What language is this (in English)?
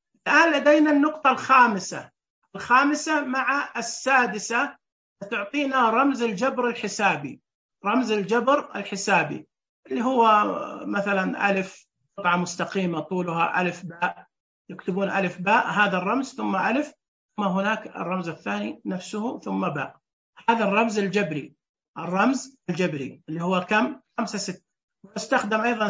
Najdi Arabic